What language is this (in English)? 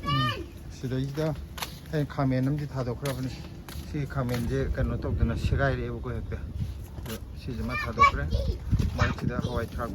Manipuri